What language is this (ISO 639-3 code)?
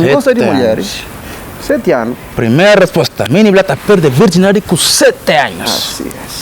kea